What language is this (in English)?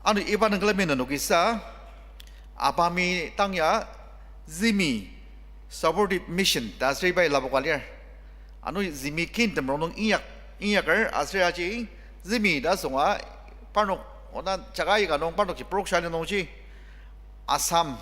Ao Naga